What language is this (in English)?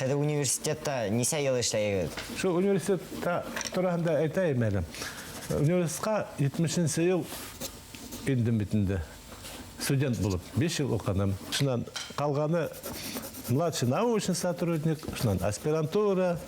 Bashkir